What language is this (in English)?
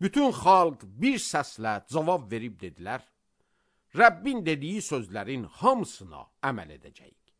Azerbaijani